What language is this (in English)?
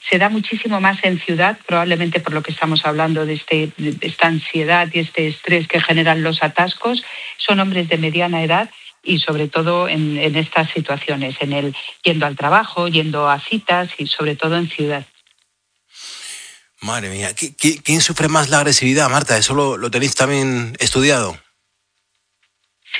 Spanish